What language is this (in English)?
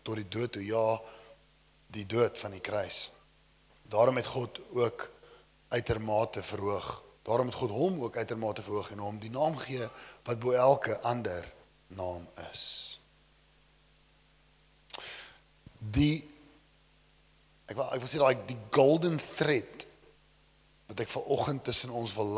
Afrikaans